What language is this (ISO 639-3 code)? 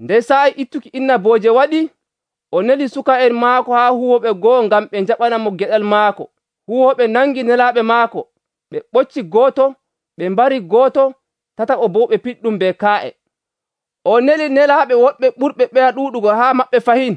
fuv